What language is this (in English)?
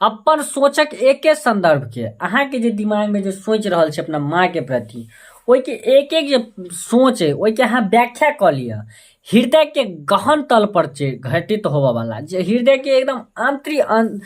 Maithili